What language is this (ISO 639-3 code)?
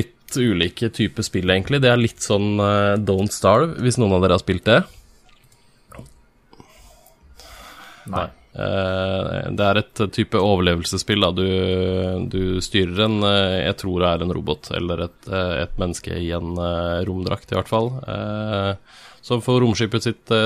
nor